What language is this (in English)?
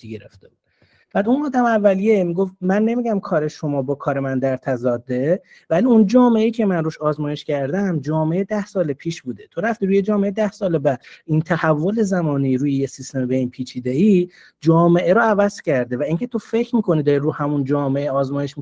Persian